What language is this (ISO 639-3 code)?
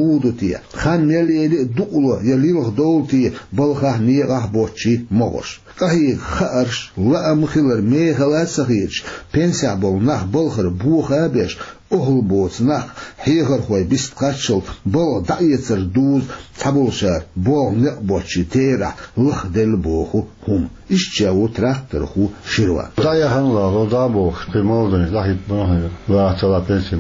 che